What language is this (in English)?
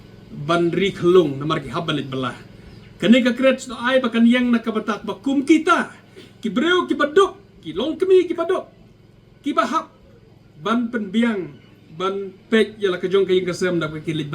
Khasi